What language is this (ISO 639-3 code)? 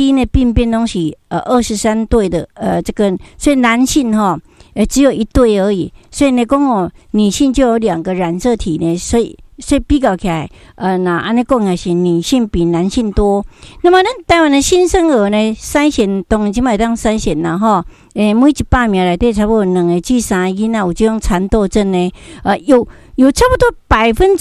nan